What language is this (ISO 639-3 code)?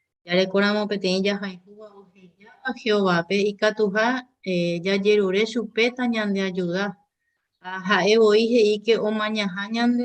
grn